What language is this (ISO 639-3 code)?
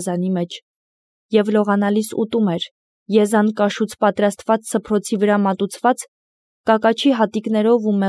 hye